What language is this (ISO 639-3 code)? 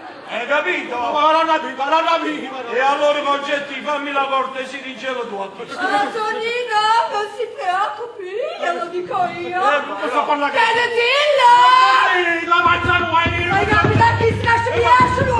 nap